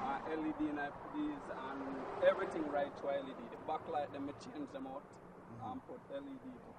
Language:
Jamaican Creole English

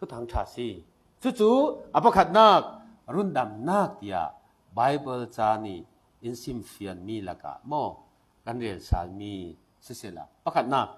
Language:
Falam Chin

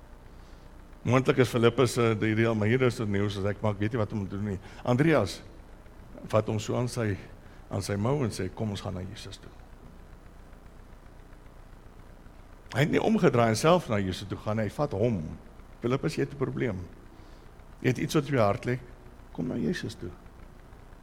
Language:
Afrikaans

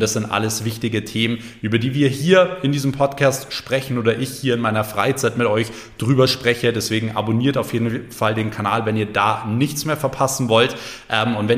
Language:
German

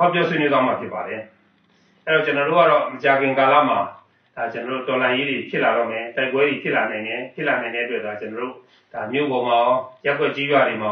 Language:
Burmese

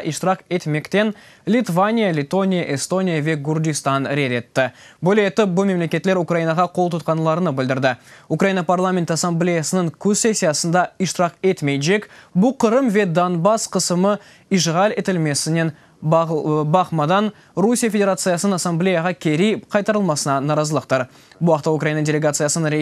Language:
Crimean Tatar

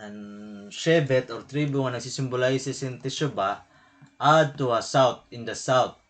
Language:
Waray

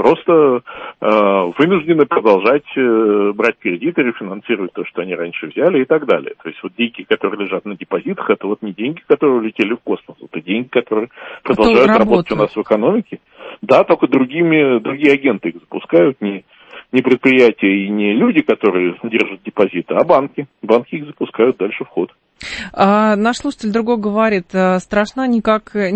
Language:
Russian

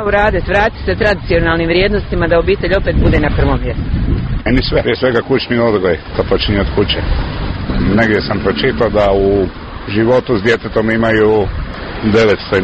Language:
Croatian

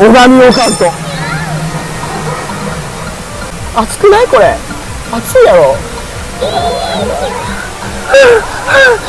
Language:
Japanese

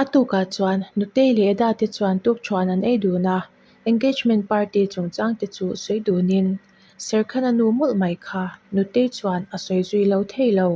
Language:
Mizo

